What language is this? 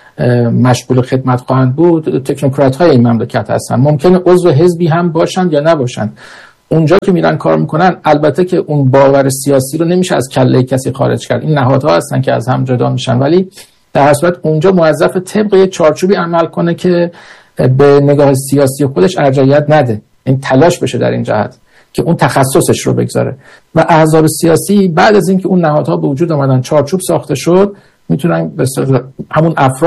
Persian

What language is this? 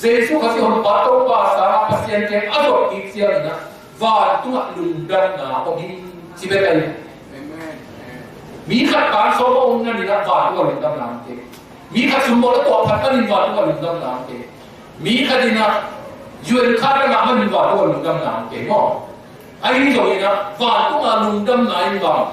Tedim Chin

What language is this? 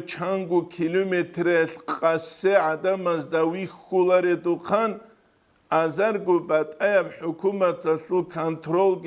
Avaric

